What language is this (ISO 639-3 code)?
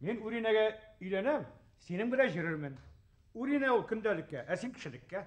bak